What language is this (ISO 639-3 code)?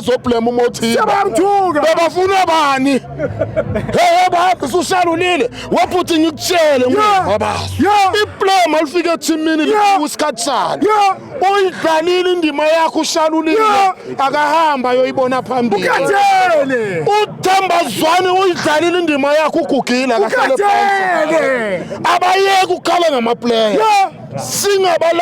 zul